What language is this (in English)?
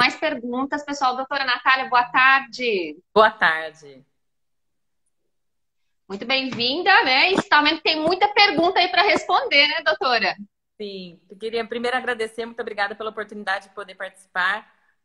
Portuguese